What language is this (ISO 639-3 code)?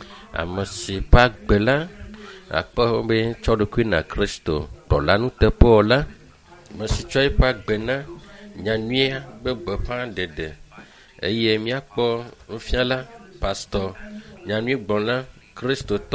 ewe